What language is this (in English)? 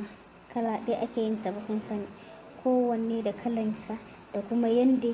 Hausa